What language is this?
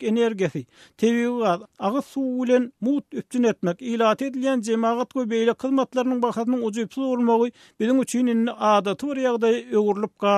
Turkmen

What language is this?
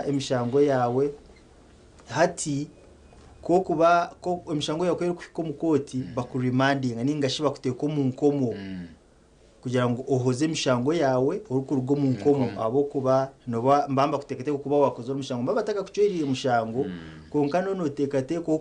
Nyankole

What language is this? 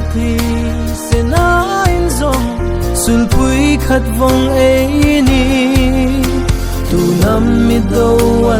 Hmar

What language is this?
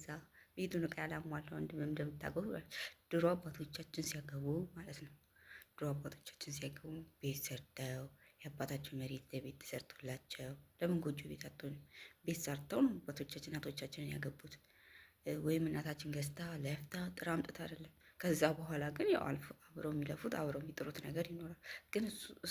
Amharic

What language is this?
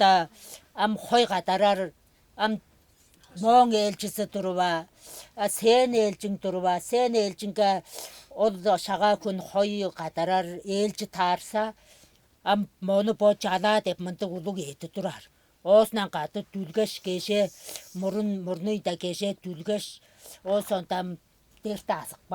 Tuvinian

